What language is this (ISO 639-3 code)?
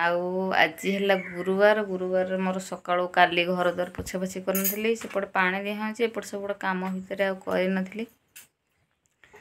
ori